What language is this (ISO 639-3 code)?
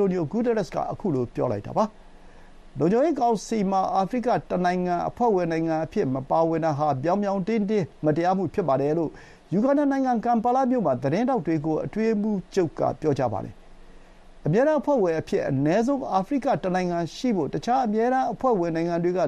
mya